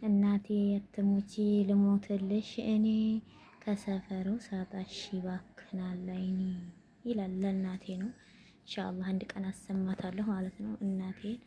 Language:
Amharic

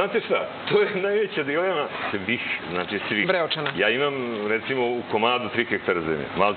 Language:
Serbian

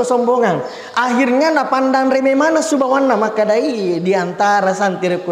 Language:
Buginese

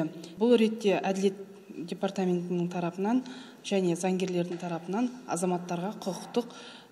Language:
Kazakh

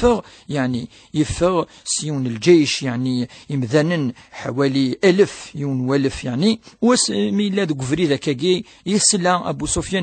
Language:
Kabyle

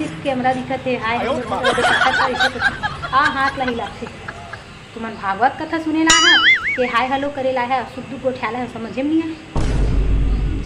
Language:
Chhattisgarhi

